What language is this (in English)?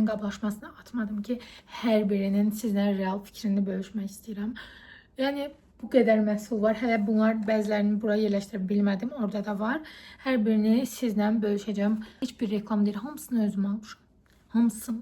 Azerbaijani